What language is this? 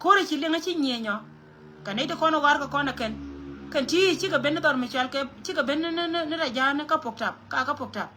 Nuer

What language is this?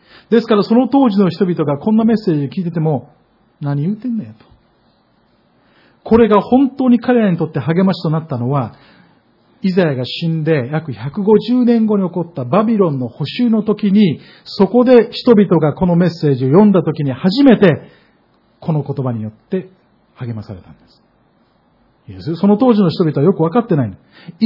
Japanese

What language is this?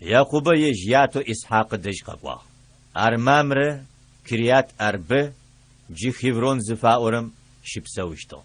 Adyghe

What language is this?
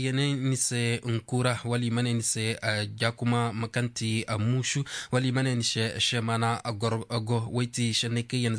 Zarma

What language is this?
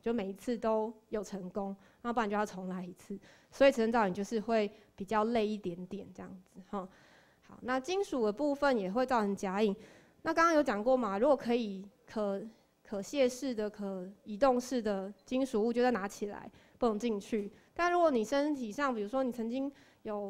Chinese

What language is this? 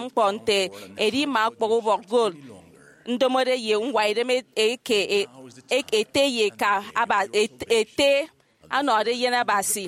Efik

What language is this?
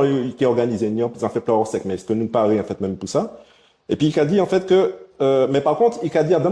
Guadeloupean Creole French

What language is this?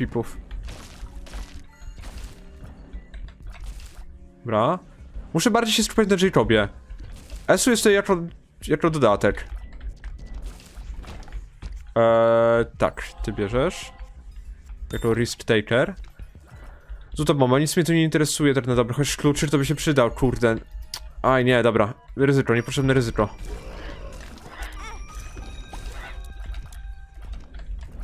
Polish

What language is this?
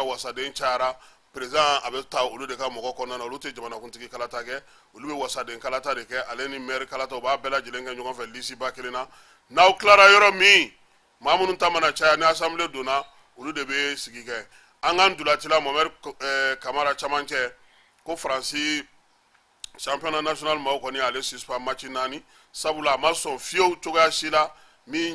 Bambara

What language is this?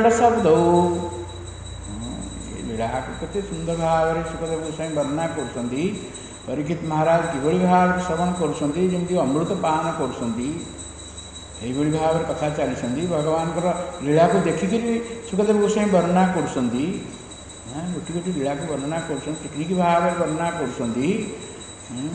Odia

